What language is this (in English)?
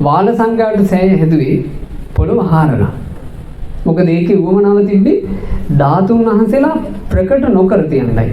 Sinhala